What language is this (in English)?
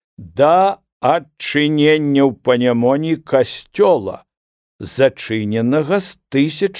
Belarusian